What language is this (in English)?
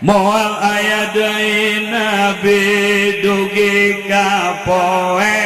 Sundanese